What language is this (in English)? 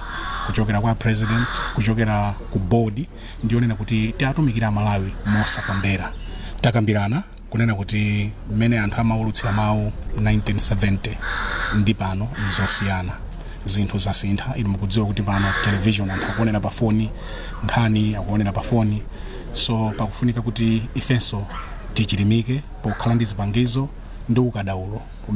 Nyanja